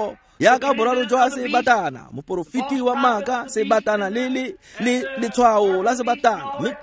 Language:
Tswana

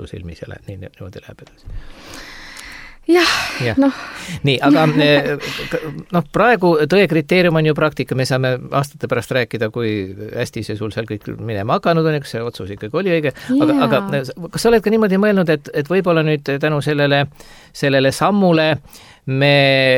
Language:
Estonian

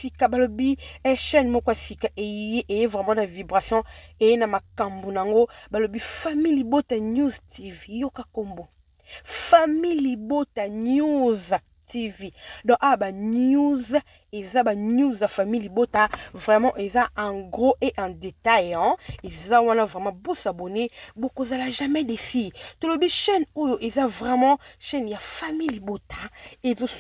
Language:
Lingala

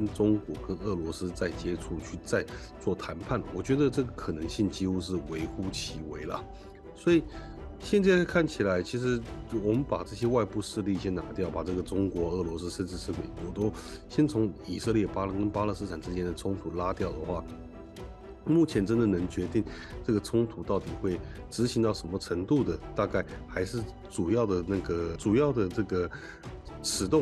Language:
Chinese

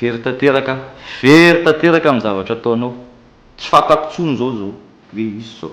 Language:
Malagasy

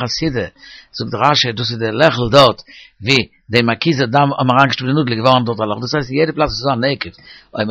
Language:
Yiddish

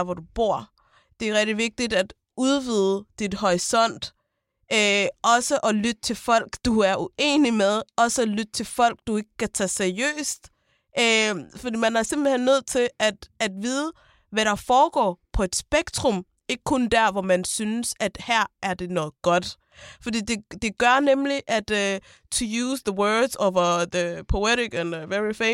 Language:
Danish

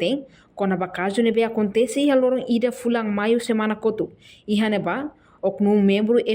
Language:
Tetum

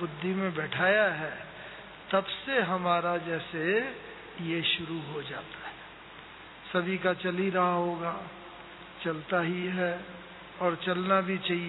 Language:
Hindi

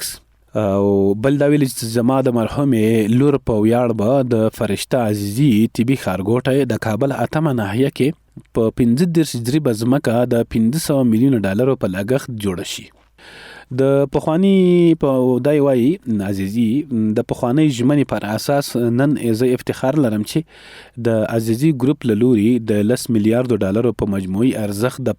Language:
Pashto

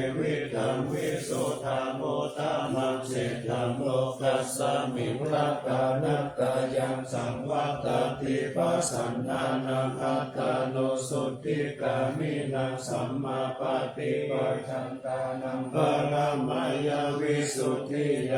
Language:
Pali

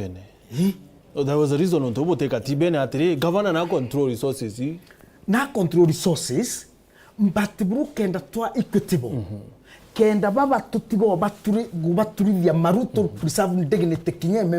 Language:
Meru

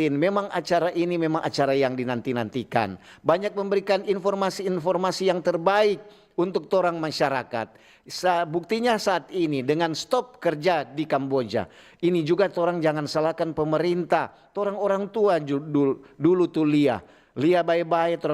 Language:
Manado Malay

